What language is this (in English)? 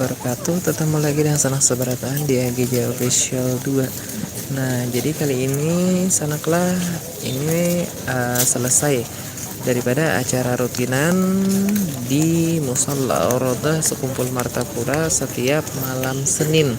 Banjar